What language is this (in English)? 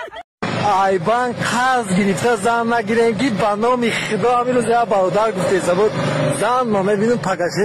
Tajik